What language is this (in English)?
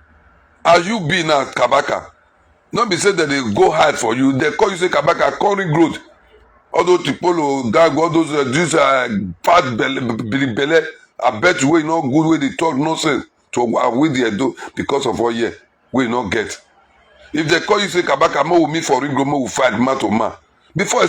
Nigerian Pidgin